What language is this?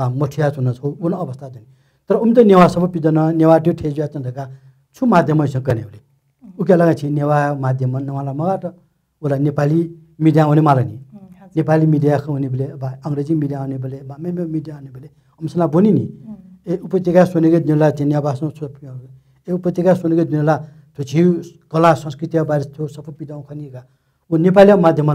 Newari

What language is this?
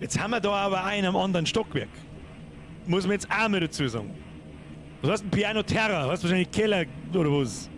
Bavarian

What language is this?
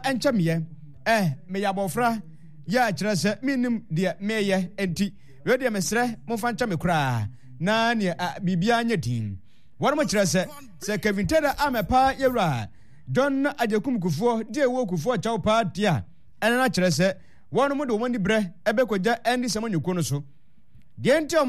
Akan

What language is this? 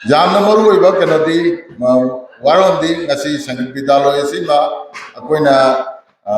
Manipuri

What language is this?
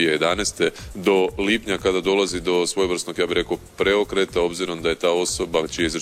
Croatian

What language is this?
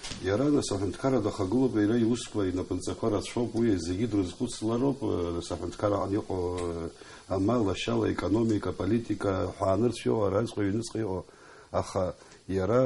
Abkhazian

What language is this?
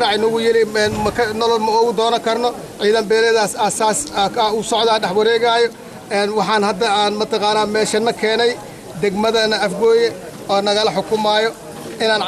Somali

